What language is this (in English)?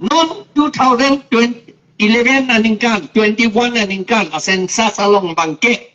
Karbi